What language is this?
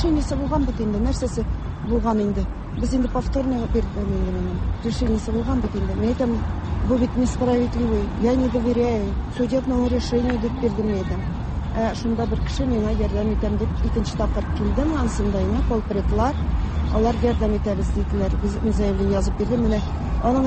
Tatar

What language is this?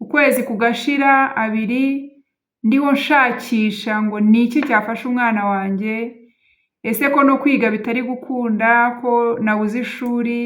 Kinyarwanda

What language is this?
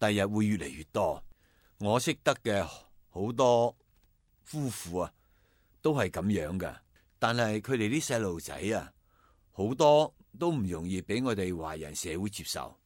Cantonese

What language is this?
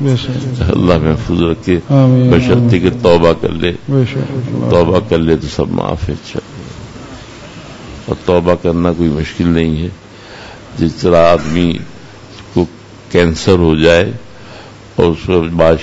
Urdu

